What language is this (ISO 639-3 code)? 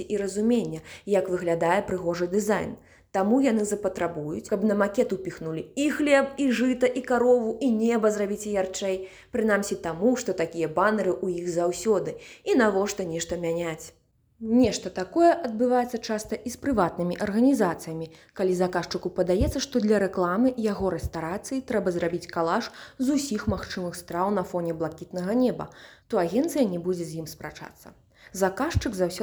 bel